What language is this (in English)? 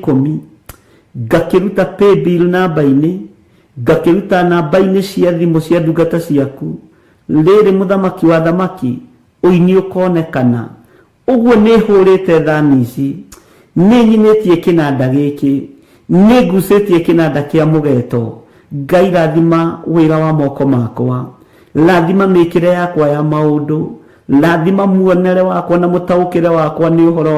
Kikuyu